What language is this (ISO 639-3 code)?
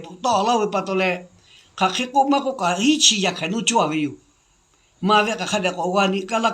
lhu